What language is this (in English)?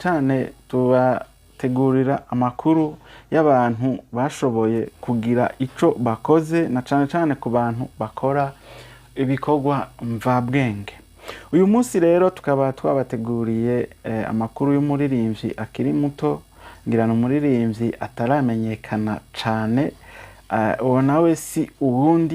Rundi